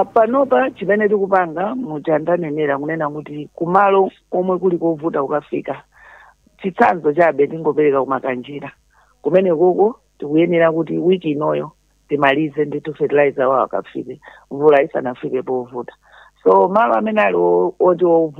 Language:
Nyanja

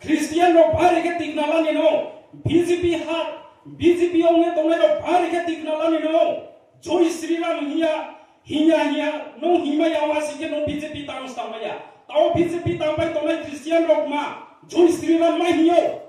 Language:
Riang (India)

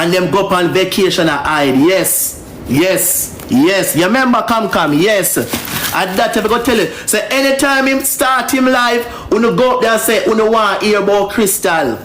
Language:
Jamaican Creole English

